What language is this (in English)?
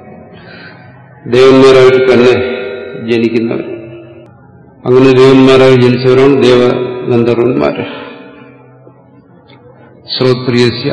Malayalam